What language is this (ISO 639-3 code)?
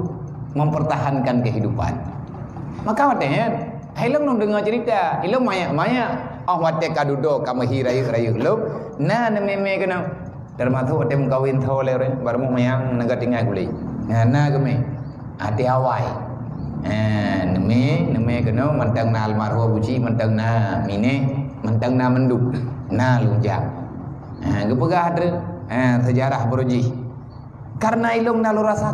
ace